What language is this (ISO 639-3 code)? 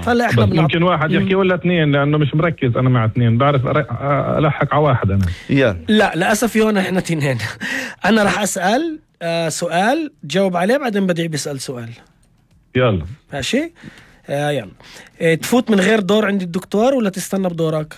apc